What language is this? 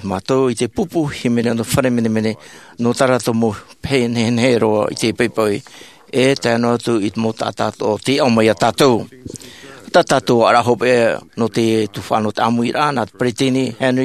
Tahitian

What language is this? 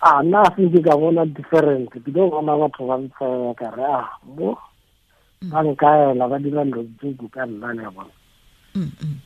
Tswana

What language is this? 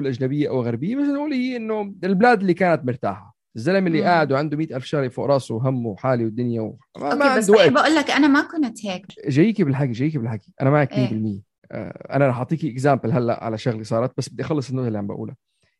North Levantine Arabic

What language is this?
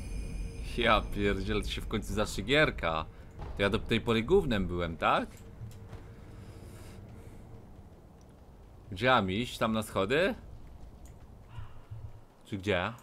Polish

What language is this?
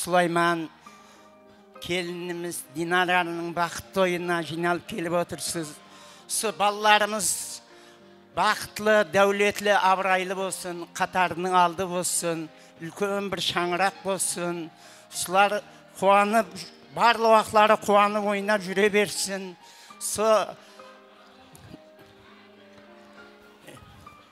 Kara-Kalpak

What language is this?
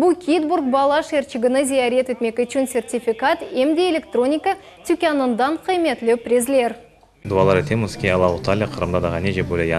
Crimean Tatar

